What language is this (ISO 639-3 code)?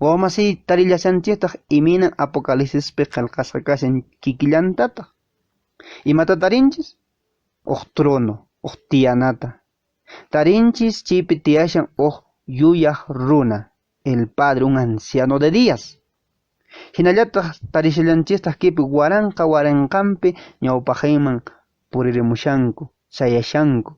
que